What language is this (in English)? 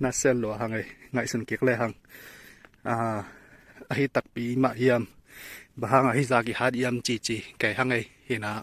Tedim Chin